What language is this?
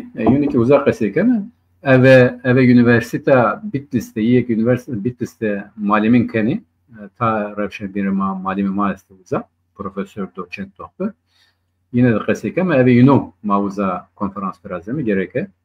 Zaza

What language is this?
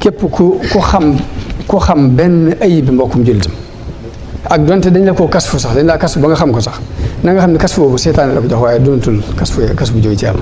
Wolof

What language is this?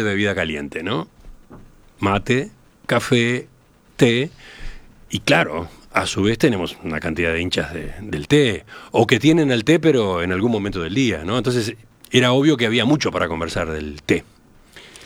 Spanish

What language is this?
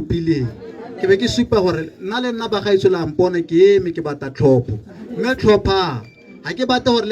Tswana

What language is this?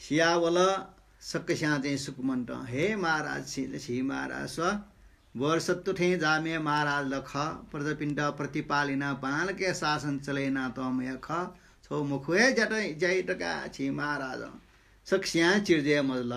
Newari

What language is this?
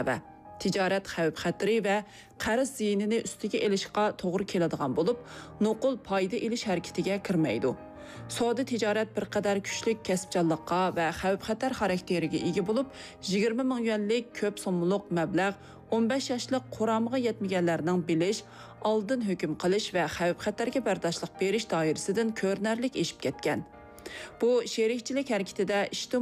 Uyghur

